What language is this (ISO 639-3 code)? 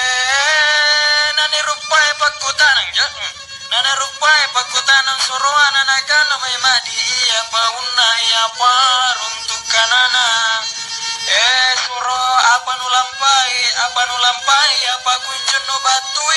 mak